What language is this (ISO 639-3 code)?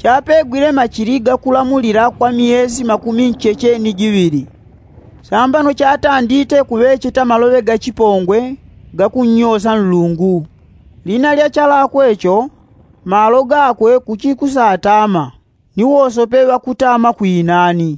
yao